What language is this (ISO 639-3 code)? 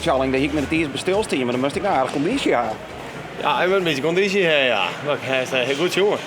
fry